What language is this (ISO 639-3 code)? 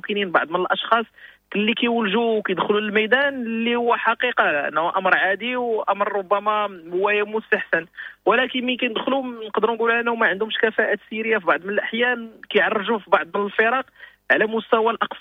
ary